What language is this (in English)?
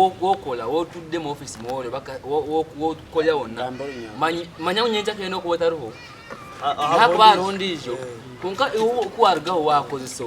Nyankole